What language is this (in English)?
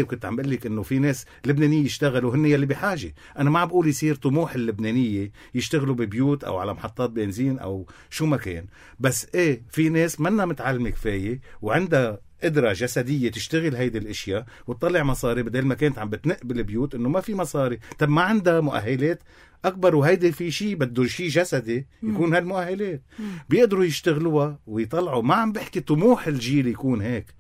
North Levantine Arabic